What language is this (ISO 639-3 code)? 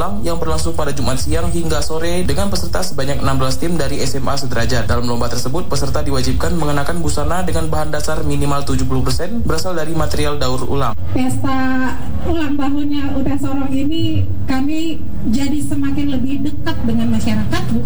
ind